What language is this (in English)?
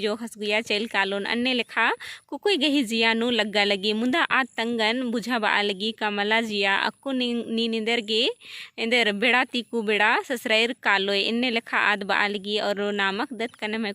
Kurukh